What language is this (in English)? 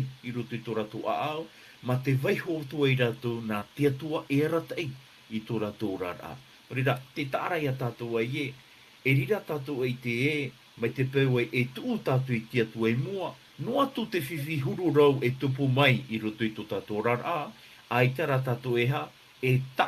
Tahitian